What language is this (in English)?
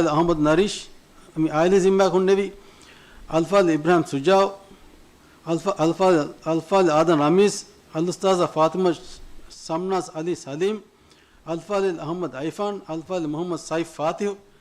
Divehi